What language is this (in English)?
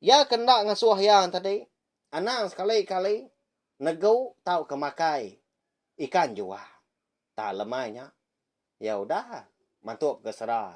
Iban